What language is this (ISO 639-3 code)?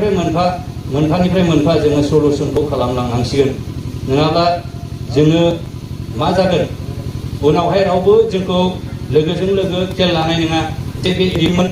brx